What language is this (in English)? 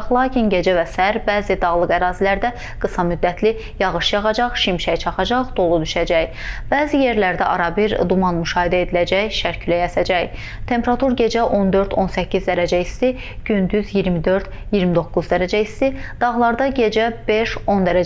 Azerbaijani